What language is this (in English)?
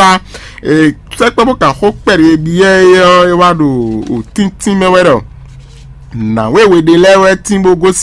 Fon